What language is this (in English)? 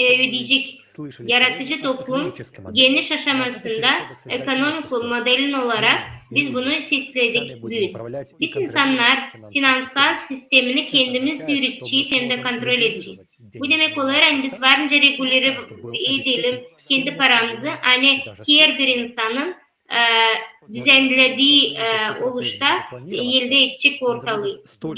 Gagauz